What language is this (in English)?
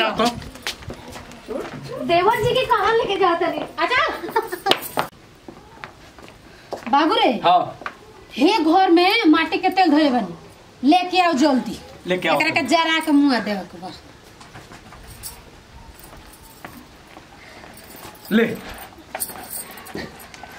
Bhojpuri